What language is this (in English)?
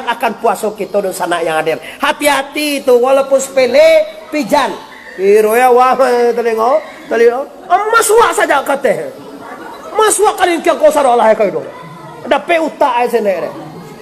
Minangkabau